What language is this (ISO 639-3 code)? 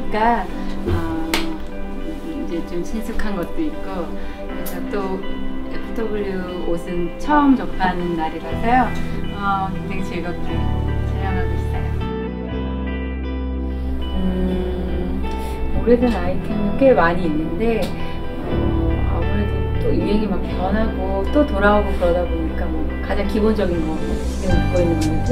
kor